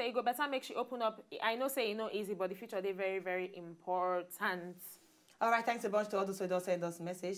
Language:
Nigerian Pidgin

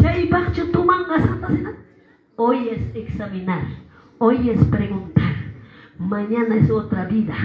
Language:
Quechua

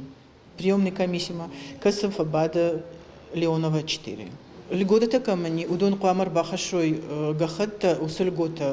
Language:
Ossetic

